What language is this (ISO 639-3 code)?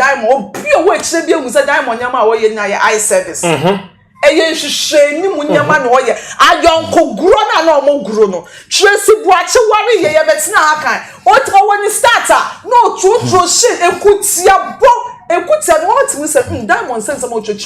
aka